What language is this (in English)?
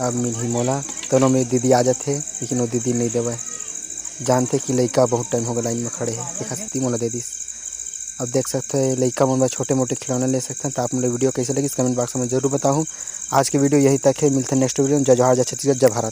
Chhattisgarhi